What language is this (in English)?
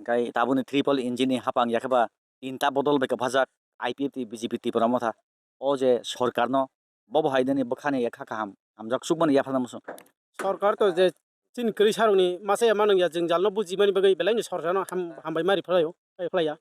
Kok Borok